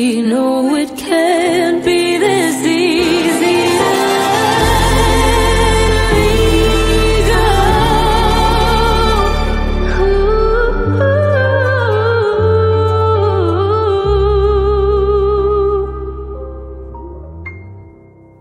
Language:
English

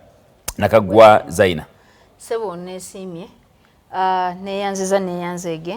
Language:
Ganda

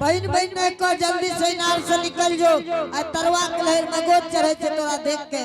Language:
Angika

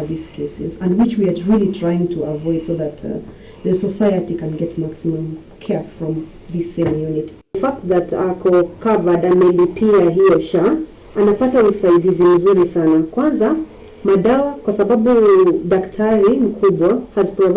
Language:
Gusii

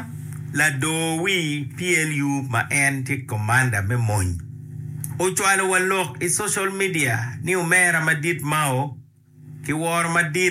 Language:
Acoli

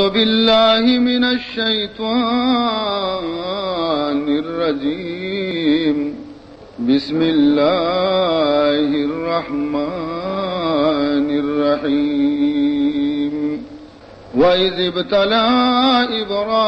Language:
Baluchi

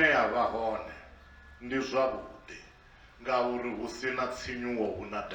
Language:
Venda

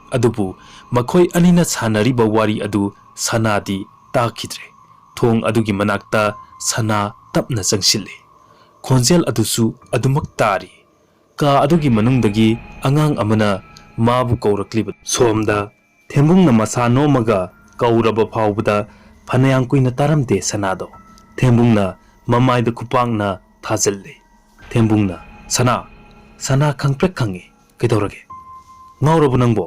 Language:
Manipuri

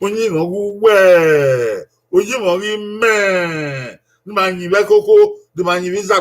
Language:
Bini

